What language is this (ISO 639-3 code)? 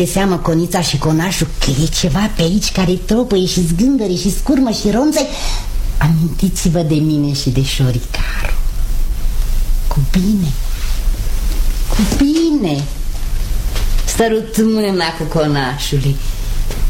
ron